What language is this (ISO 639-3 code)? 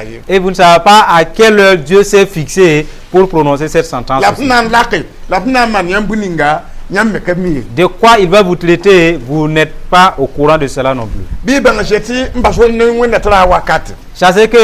mos